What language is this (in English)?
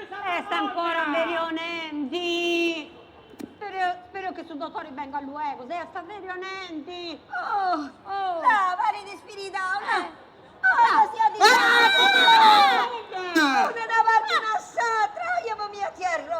Sardinian